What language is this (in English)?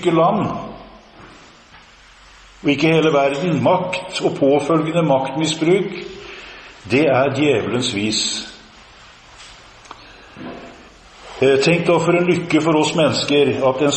Norwegian